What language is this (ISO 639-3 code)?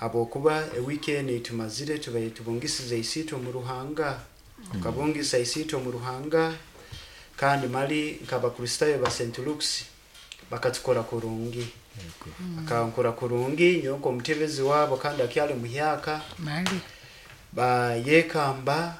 nyo